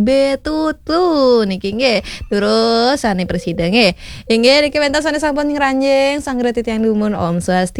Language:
Balinese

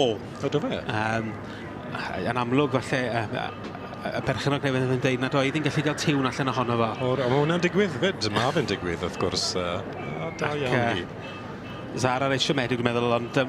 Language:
Welsh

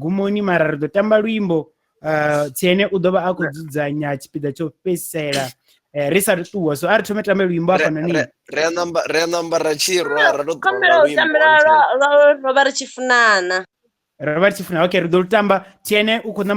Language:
Venda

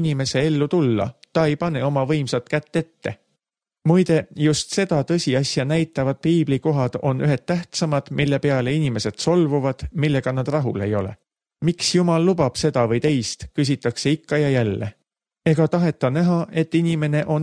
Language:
Estonian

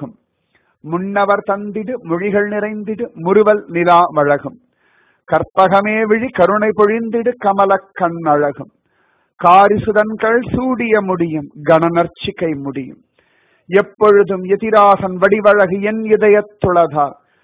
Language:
Tamil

